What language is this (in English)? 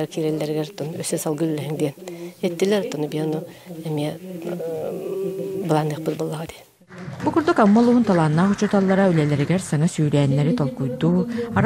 Yakut